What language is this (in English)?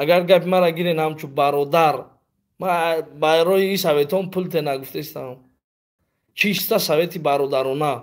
Tajik